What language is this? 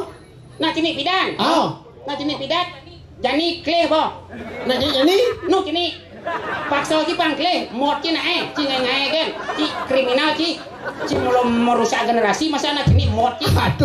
Balinese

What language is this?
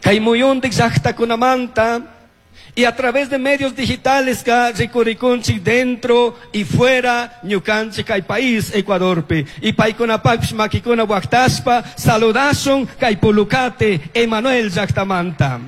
Chimborazo Highland Quichua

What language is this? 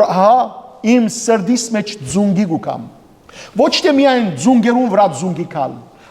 Western Armenian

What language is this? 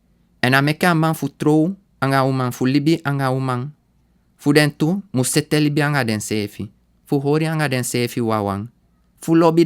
Sranan Tongo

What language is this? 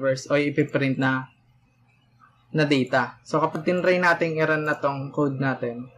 Filipino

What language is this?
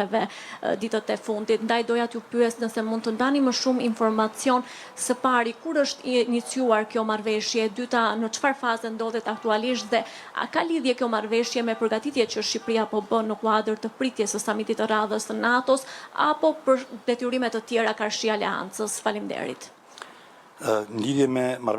Albanian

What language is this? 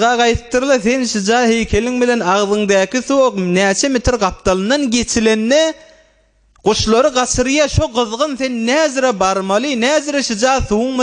Turkmen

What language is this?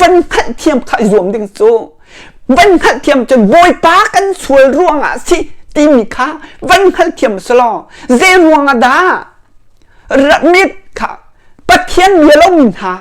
Hakha Chin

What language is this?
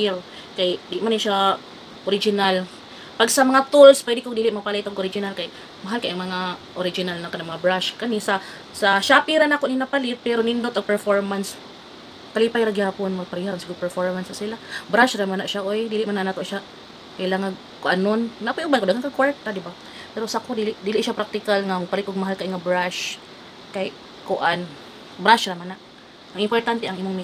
Cebuano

